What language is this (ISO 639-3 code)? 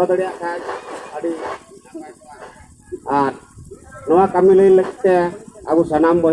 sat